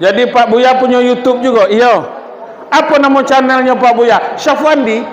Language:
Minangkabau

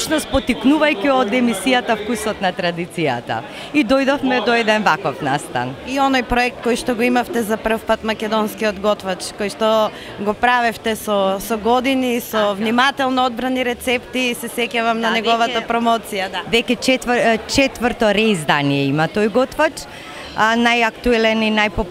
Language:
Macedonian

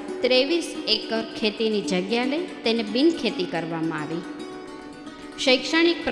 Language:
Gujarati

